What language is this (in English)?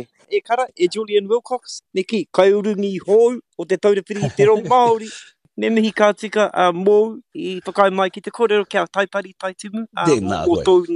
Māori